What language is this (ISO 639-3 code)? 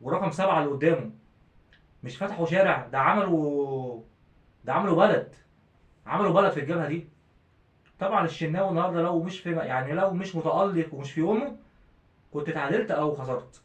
arz